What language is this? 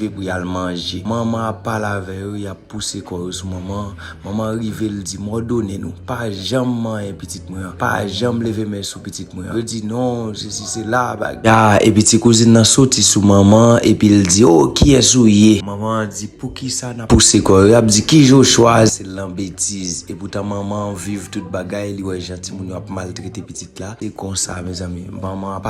Haitian Creole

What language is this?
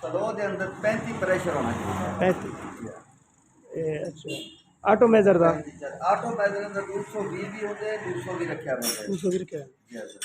Saraiki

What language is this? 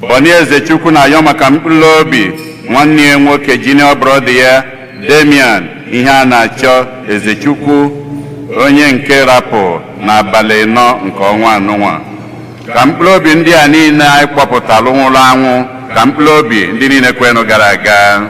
Igbo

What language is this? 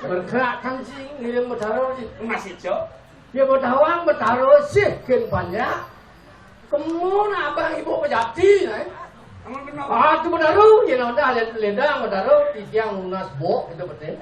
Balinese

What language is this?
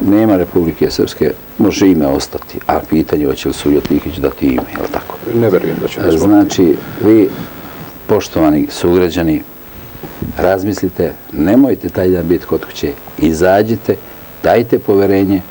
Serbian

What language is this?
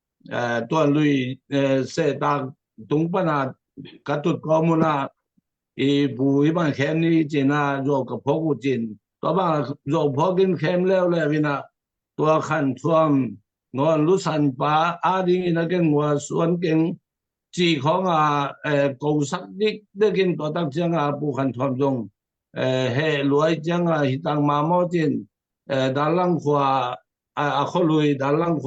Tedim Chin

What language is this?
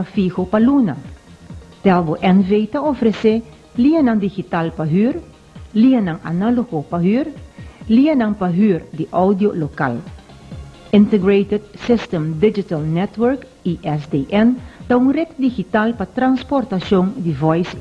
Papiamento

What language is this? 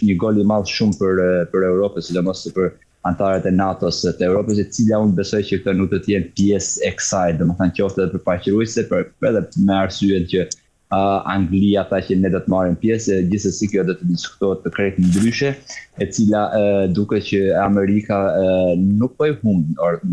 Albanian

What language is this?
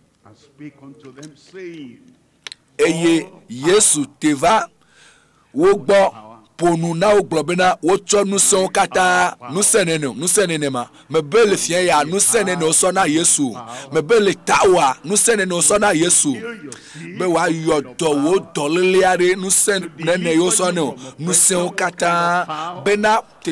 Ewe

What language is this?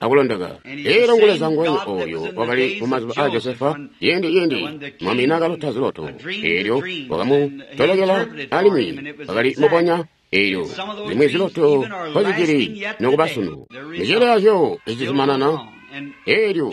Tonga (Zambia)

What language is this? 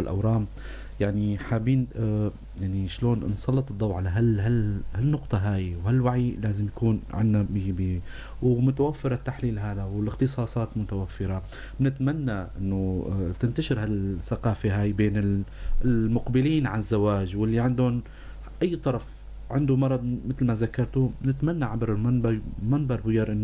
North Levantine Arabic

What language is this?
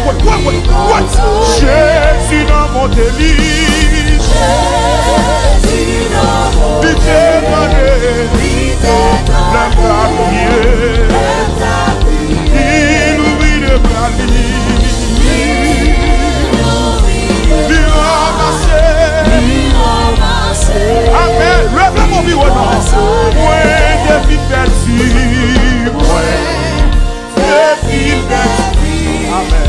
French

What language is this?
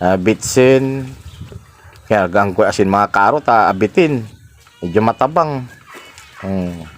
Pangasinan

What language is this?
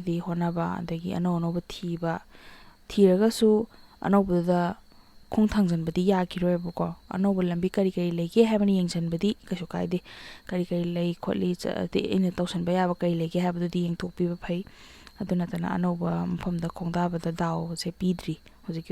Manipuri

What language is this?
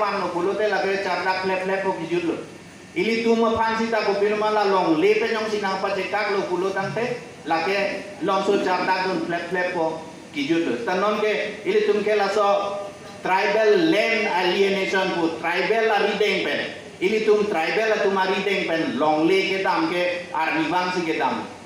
Karbi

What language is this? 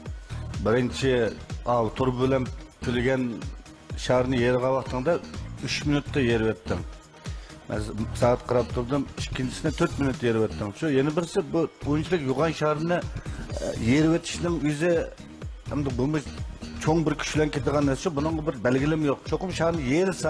Uyghur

